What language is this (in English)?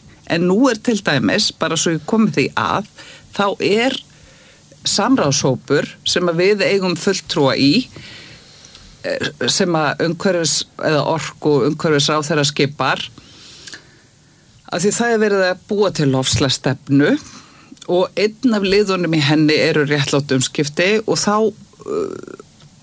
Icelandic